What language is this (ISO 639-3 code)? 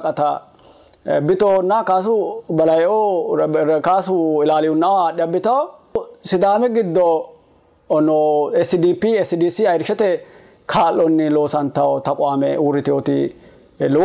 sid